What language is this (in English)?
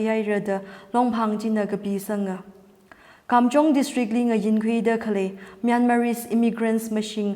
Tangkhul Naga (India)